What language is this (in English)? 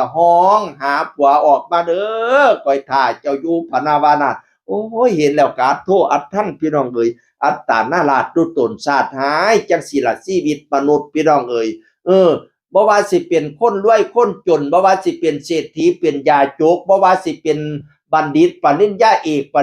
Northeastern Thai